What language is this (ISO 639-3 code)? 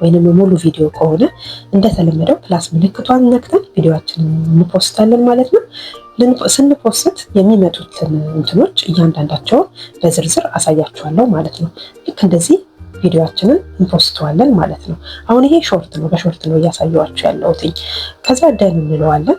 amh